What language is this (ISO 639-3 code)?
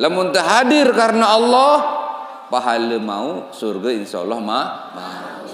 sas